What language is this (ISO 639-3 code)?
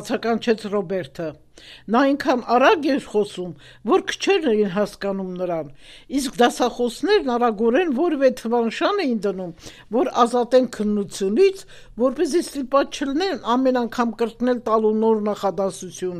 hye